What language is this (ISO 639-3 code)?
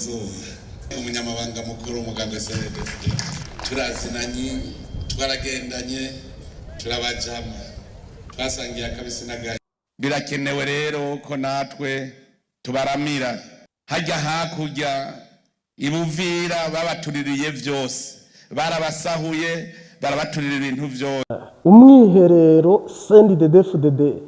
run